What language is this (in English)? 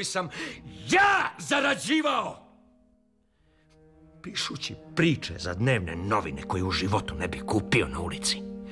Serbian